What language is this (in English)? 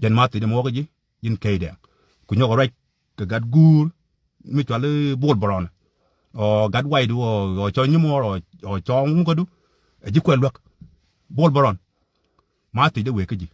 Nuer